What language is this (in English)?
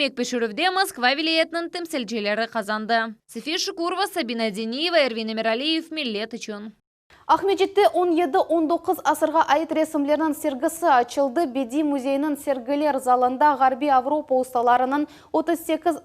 Crimean Tatar